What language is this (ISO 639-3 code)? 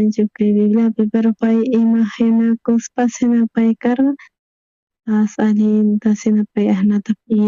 quh